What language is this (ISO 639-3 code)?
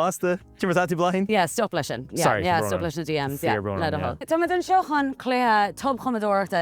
gle